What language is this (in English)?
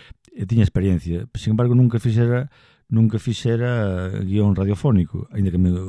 Galician